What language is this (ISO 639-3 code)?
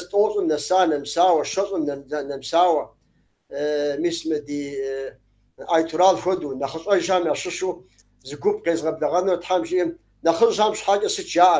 kbd